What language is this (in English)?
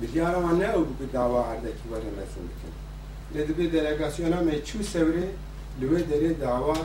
Kurdish